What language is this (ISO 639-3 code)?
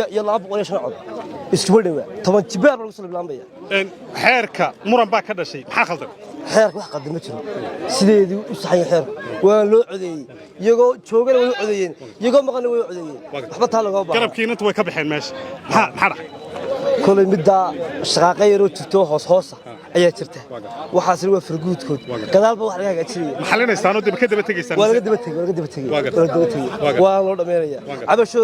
som